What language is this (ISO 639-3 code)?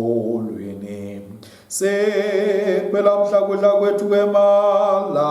ssw